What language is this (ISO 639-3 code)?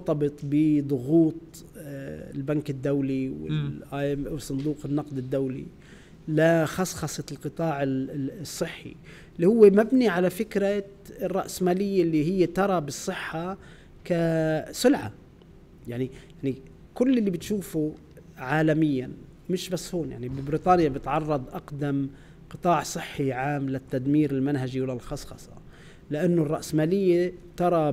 apc